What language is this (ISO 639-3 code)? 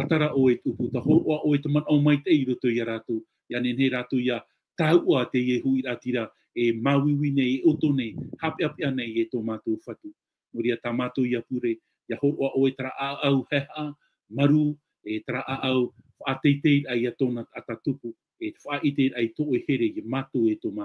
tah